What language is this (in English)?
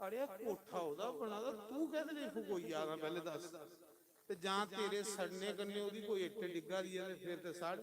Dogri